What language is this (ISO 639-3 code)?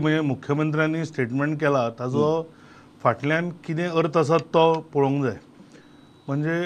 kok